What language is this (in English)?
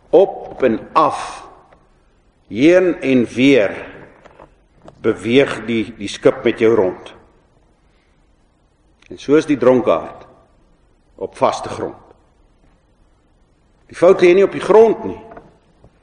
Afrikaans